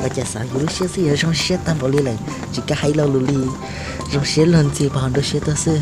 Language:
Hmong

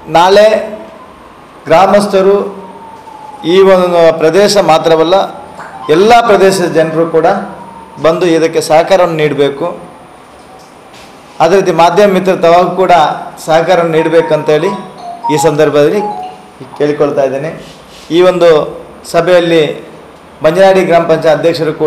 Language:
Kannada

